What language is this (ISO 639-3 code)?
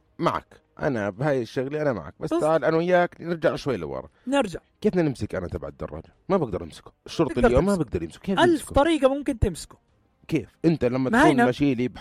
apc